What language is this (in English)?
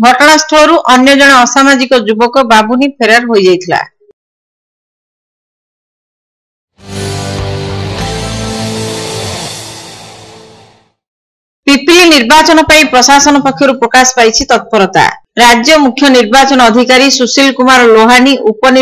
Odia